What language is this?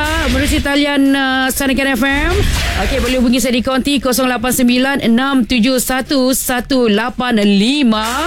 Malay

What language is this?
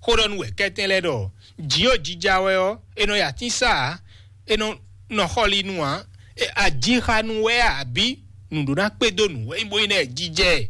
Fon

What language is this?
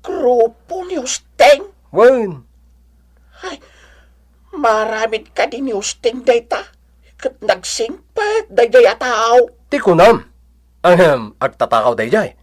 Iloko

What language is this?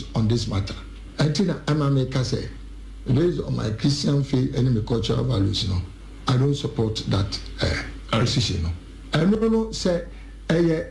Akan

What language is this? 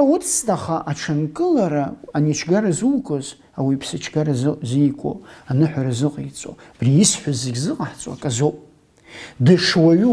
Abkhazian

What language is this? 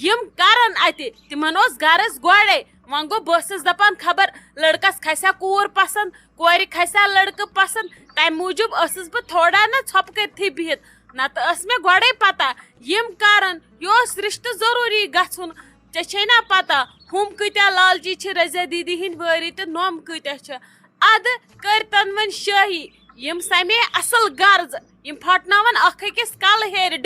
Kashmiri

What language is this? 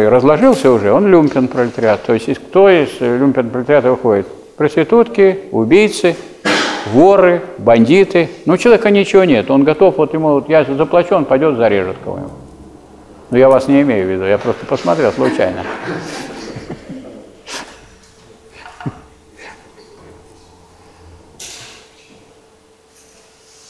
Russian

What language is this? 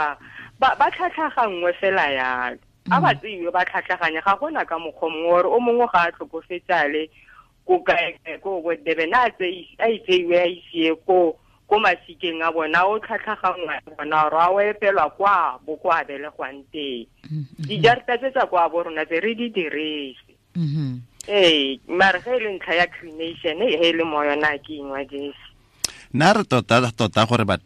Tswana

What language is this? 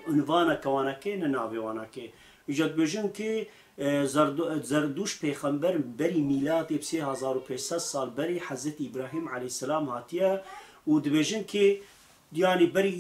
Kurdish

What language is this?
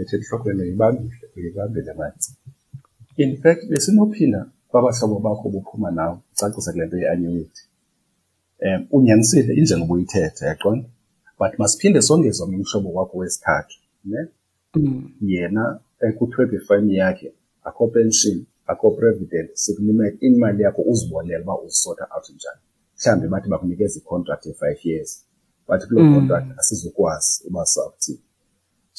Xhosa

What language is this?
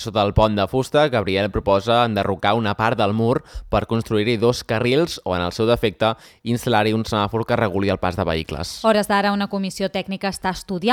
Catalan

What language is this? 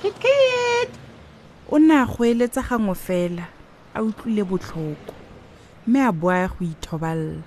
Tswana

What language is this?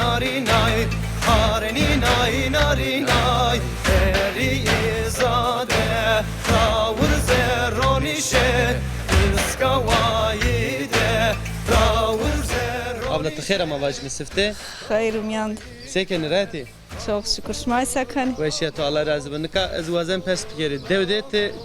Zaza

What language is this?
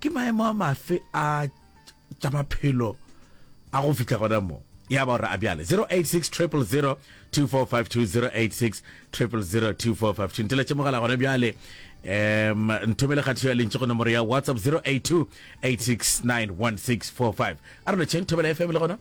Northern Sotho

